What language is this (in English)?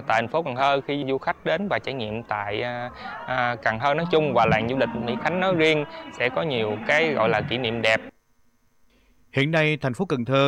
Vietnamese